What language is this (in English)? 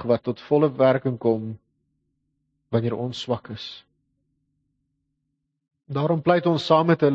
Afrikaans